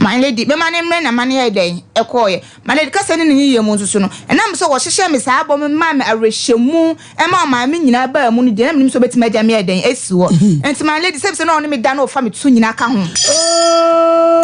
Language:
Akan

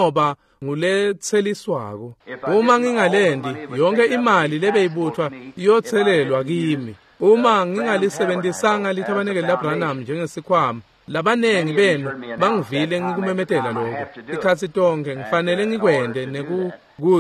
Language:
Swati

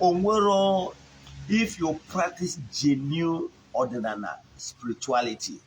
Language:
Igbo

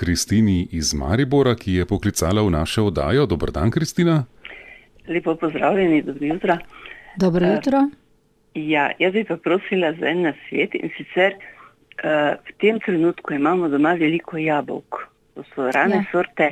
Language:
Slovenian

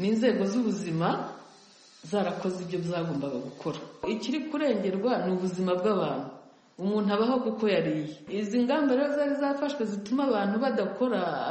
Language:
Kinyarwanda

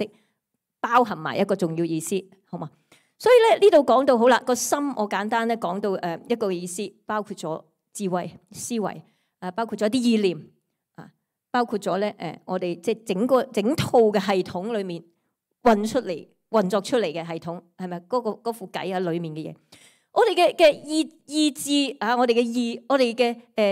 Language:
Cantonese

